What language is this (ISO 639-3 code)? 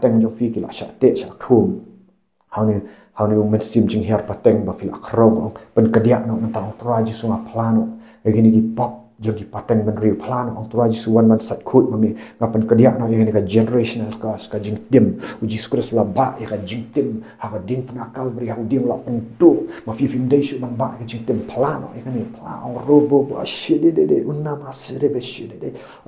kha